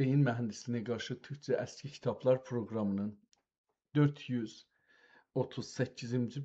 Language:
South Azerbaijani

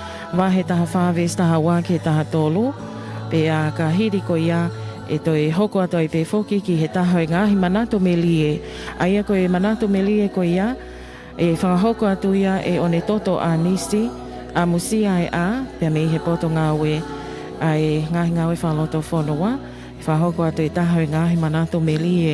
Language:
Tongan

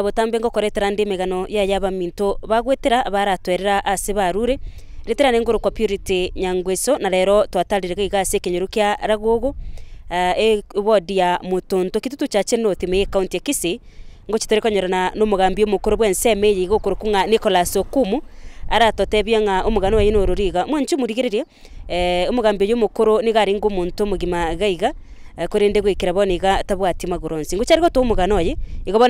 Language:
Gusii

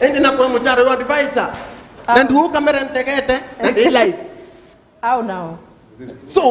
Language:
Meru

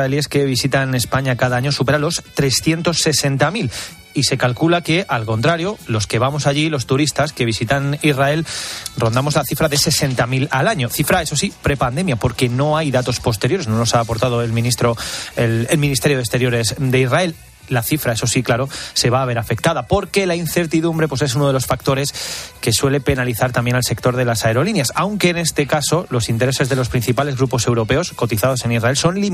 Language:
Spanish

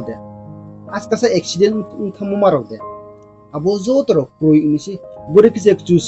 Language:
Riang (India)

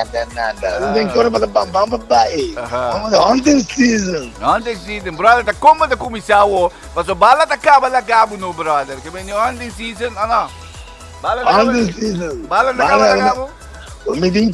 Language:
Papiamento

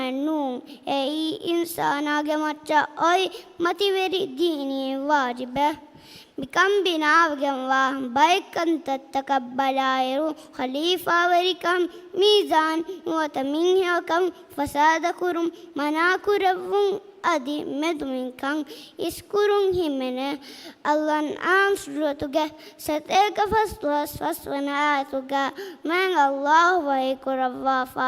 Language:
Divehi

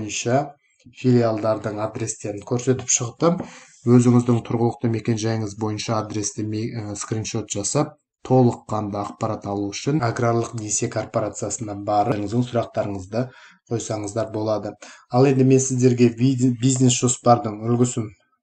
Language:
Kazakh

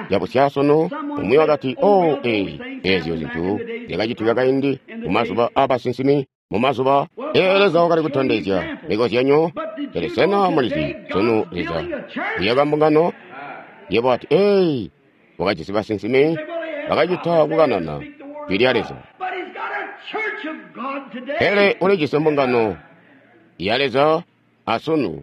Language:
Tonga (Zambia)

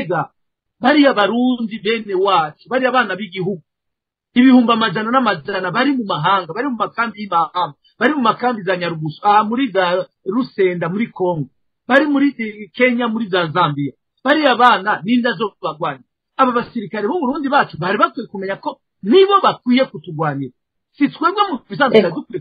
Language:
Rundi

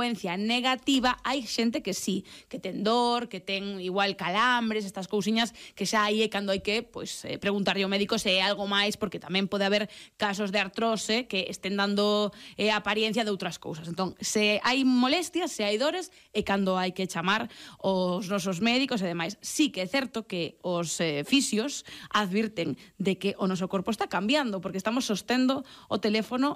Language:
Galician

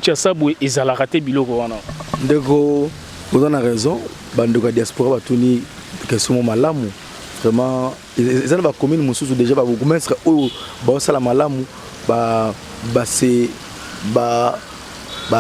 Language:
Lingala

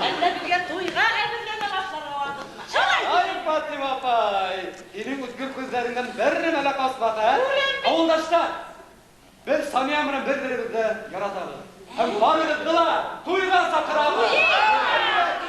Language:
Bashkir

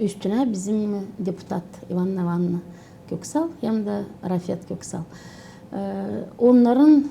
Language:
Gagauz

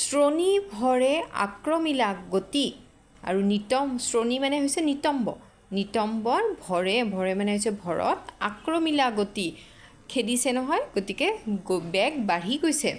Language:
Assamese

